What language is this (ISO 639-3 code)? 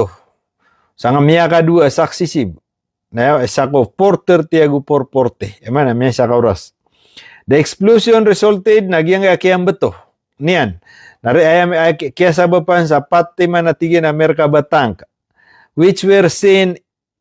mrw